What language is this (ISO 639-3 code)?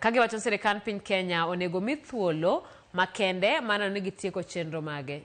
luo